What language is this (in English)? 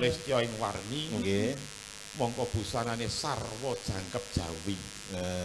Javanese